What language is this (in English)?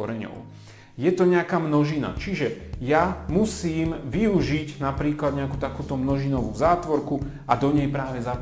Slovak